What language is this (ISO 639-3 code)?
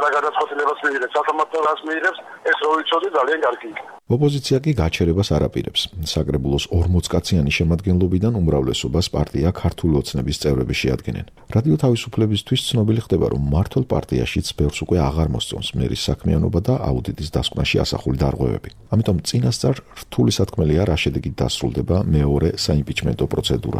kat